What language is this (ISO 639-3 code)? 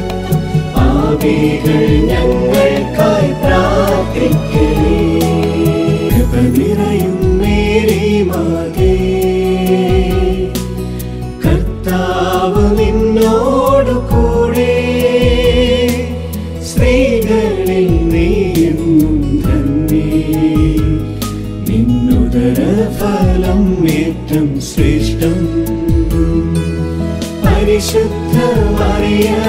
mal